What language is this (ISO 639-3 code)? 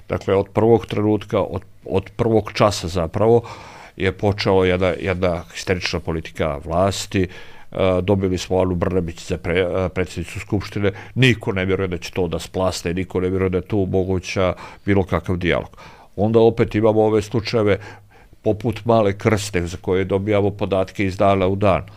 srp